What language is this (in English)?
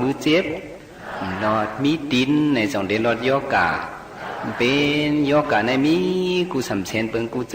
Shan